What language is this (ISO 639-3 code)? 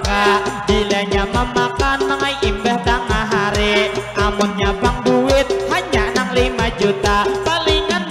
bjn